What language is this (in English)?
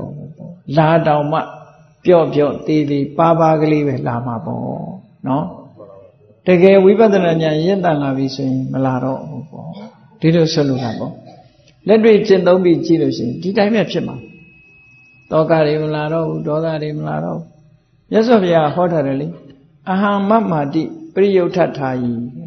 Burmese